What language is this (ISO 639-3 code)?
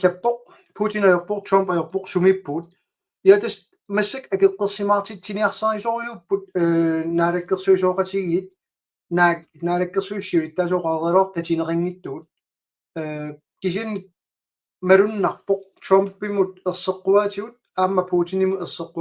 kal